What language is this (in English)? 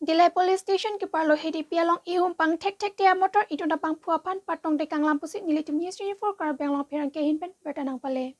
Karbi